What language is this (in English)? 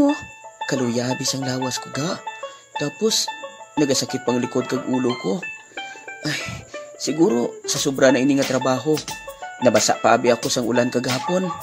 Hiligaynon